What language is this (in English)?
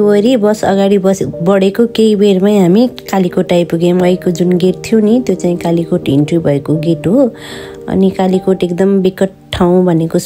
Nepali